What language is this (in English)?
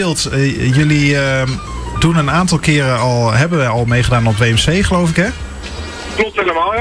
Dutch